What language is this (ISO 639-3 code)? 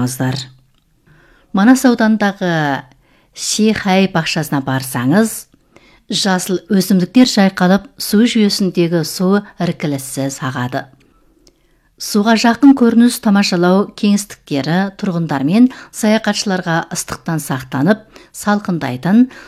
kaz